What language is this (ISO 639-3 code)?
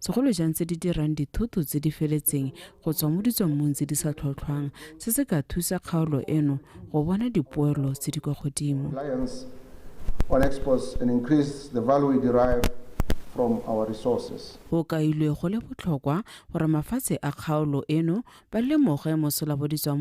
tsn